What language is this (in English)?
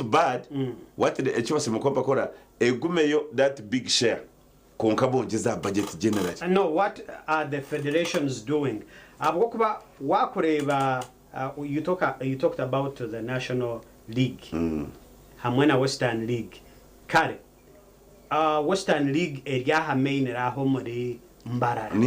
Nyankole